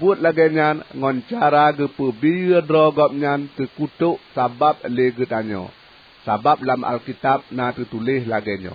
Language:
Achinese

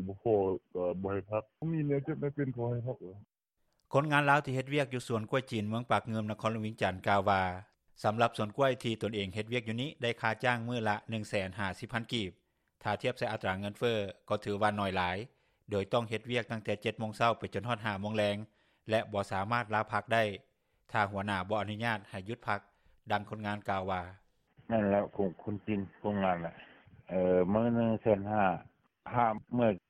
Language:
Lao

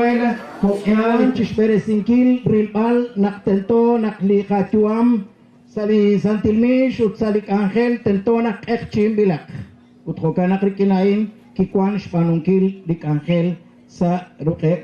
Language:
Kekchí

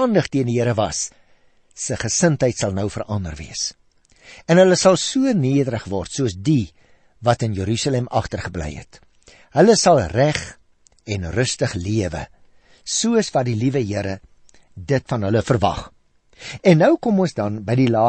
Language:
Afrikaans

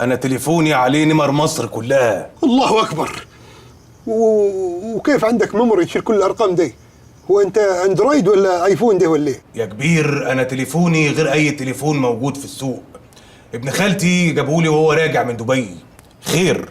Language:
Egyptian Arabic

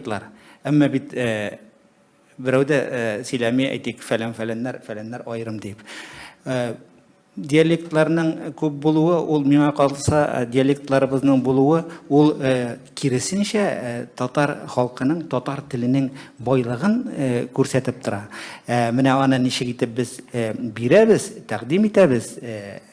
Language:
Tatar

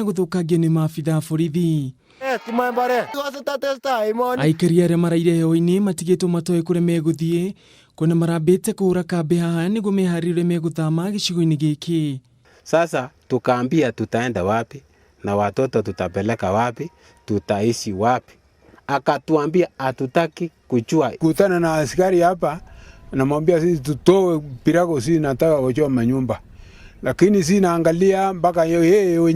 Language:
Kikuyu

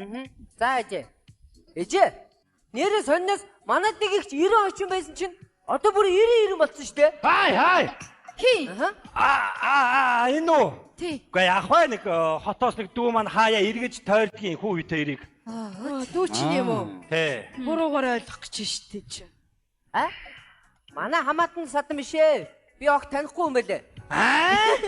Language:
Mongolian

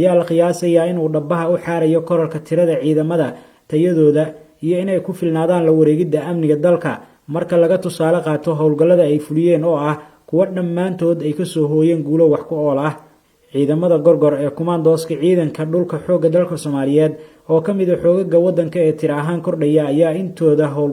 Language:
Somali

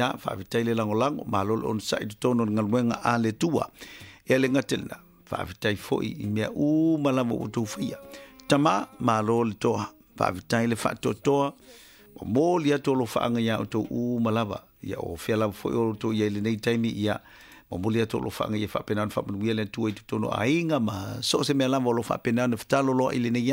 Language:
Samoan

